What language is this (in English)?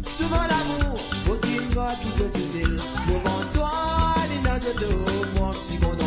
Morisyen